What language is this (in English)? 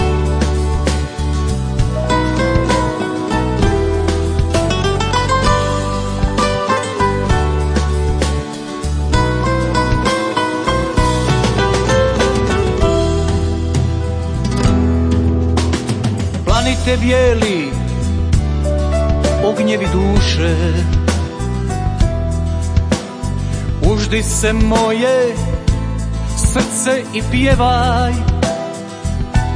Croatian